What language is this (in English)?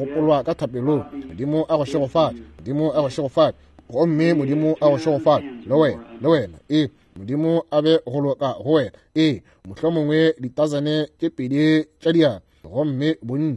Northern Sotho